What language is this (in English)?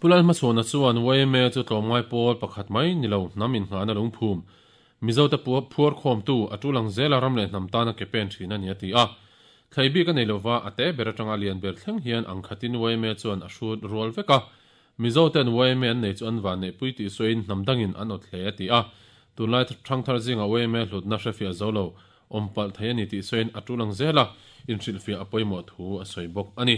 Mizo